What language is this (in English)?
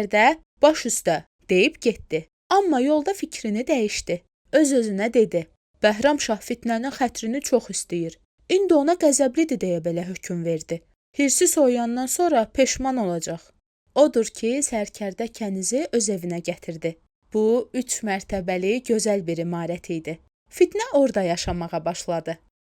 Azerbaijani